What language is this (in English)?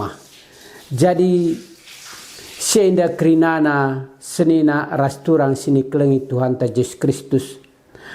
Batak Karo